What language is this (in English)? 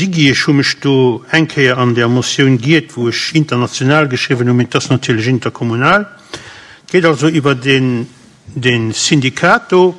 Luxembourgish